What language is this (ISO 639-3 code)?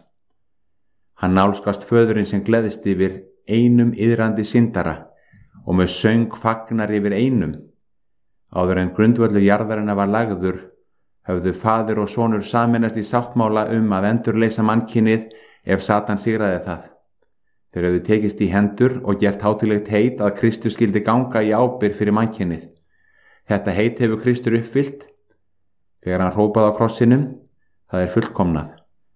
isl